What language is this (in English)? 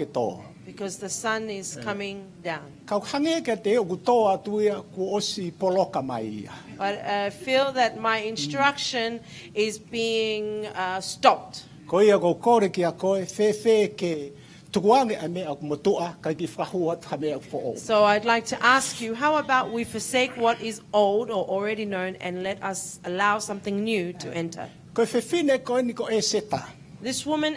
Tongan